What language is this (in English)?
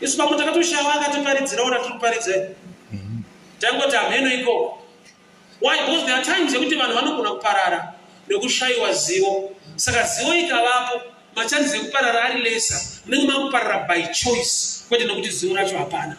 Shona